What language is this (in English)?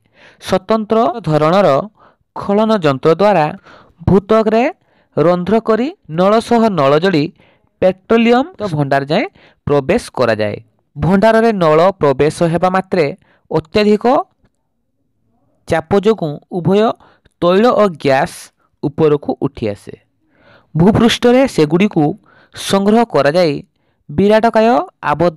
Odia